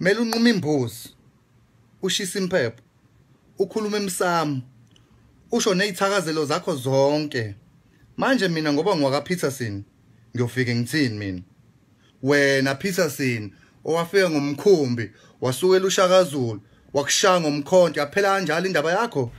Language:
Zulu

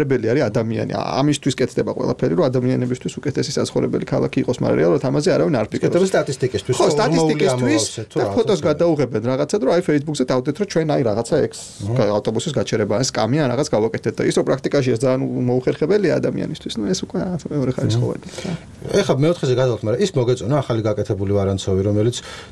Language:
Georgian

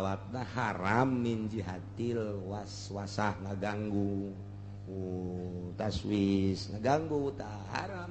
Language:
Sundanese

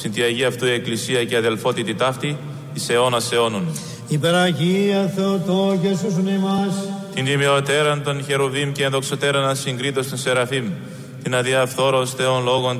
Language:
Greek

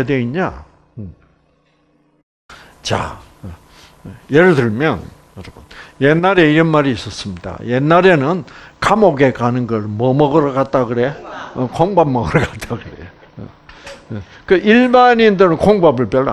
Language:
Korean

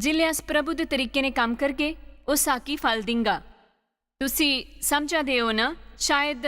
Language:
Dogri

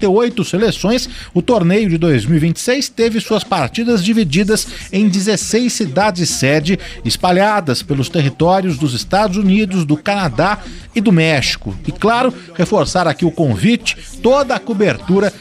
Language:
Portuguese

